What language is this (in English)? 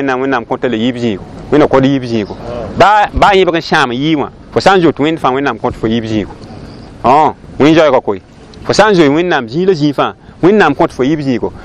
Mossi